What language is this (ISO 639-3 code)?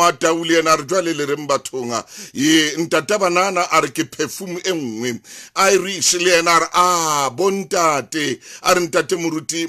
sot